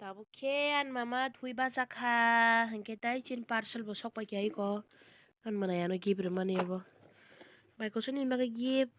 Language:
Kok Borok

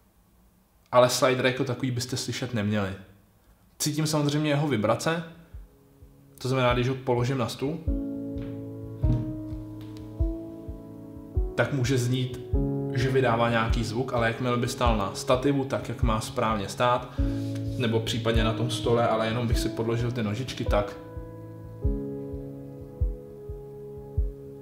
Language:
Czech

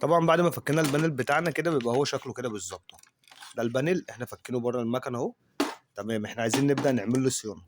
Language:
Egyptian Arabic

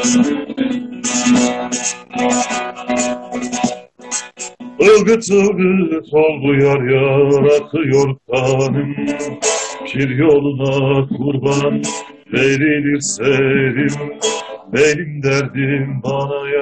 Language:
Turkish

